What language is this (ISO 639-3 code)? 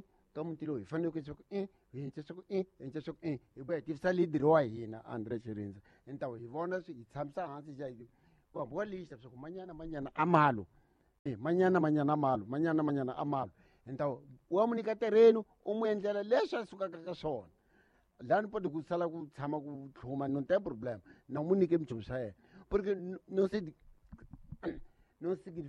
tso